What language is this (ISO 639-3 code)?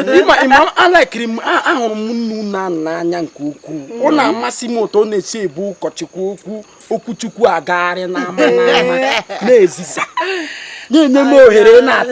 ibo